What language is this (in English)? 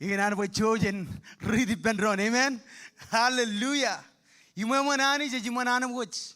Marshallese